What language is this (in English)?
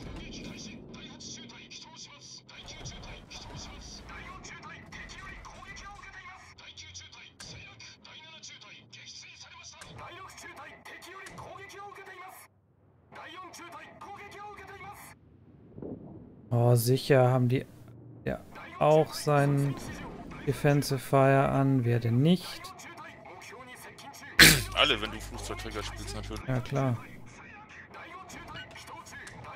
German